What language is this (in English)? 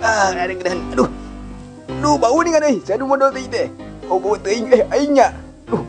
Sundanese